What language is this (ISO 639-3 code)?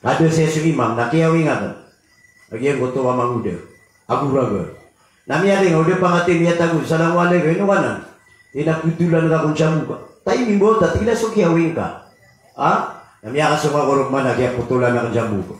mrw